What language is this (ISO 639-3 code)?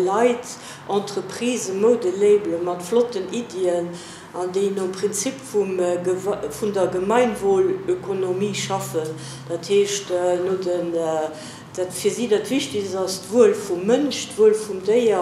ltz